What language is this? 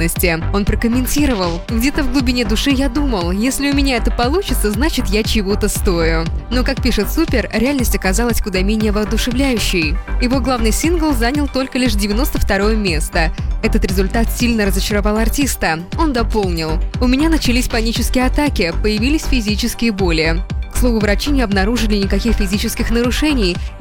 Russian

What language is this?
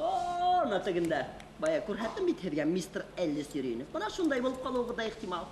Bashkir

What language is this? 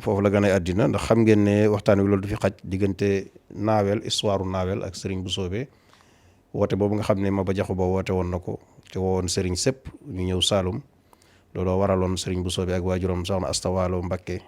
Wolof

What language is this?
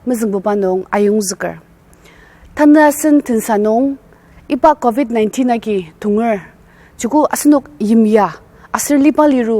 Ao Naga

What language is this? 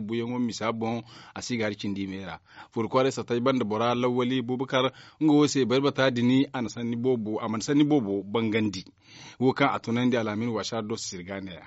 Zarma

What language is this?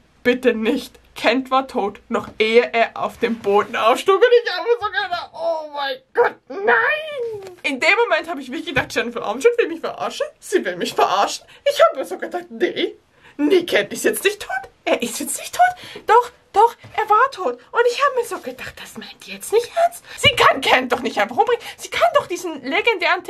German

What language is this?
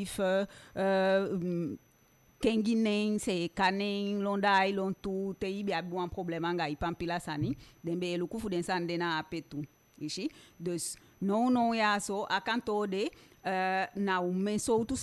Eastern Maroon Creole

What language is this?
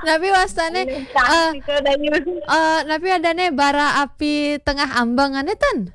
Balinese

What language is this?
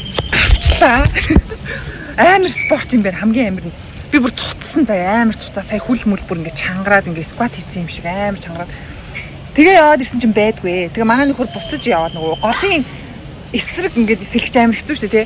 Mongolian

